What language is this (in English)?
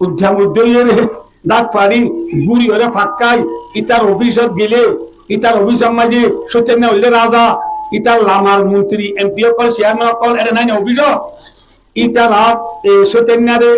Rohingya